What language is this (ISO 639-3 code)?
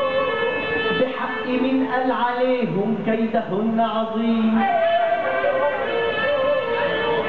ara